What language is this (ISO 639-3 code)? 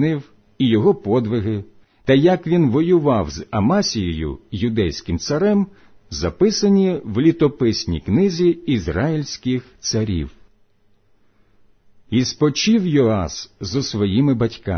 ukr